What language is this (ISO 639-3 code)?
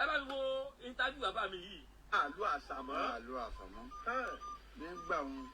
yor